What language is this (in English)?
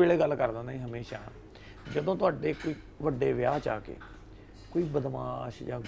Punjabi